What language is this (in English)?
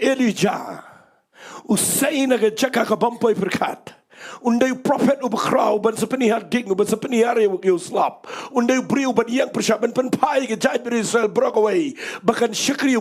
Khasi